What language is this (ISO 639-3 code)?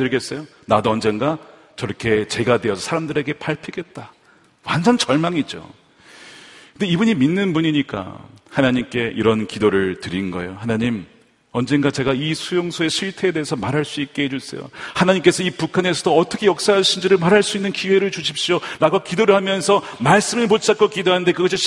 kor